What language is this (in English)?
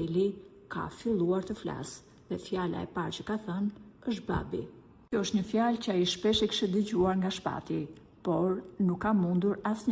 Albanian